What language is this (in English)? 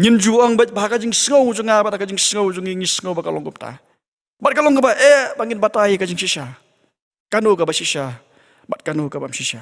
Khasi